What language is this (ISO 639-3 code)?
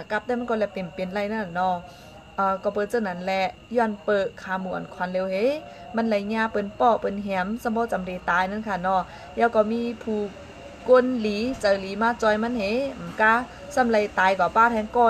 shn